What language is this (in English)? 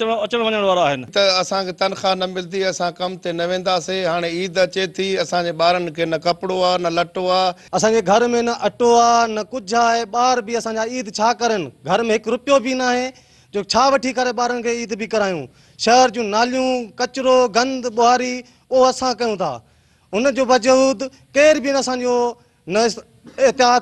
Sindhi